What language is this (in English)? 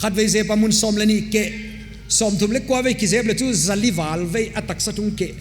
Paite Chin